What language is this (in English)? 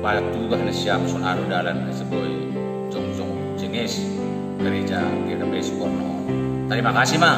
Batak Simalungun